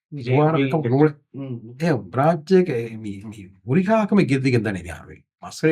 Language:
Divehi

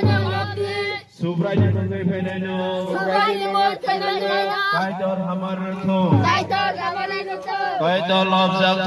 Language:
Kok Borok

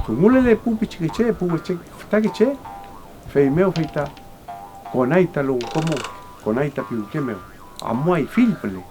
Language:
Mapuche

